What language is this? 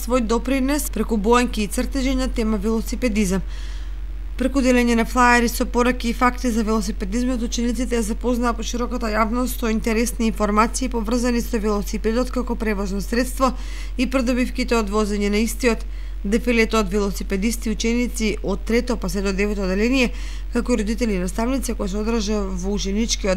Macedonian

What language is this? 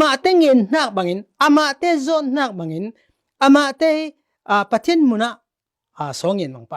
Falam Chin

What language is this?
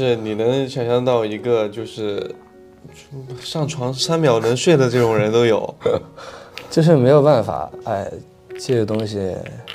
Chinese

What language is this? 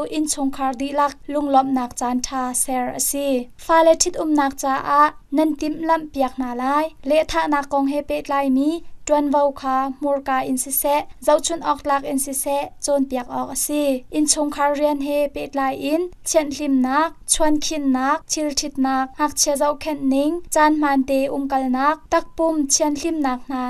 Hakha Chin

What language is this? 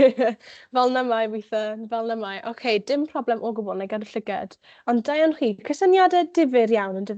Welsh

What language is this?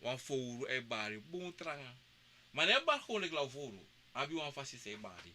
Sranan Tongo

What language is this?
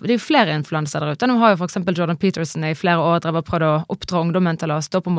Norwegian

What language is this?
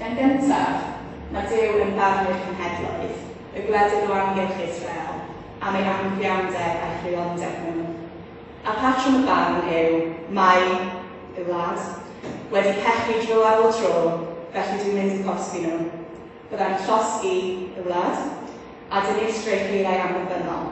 Welsh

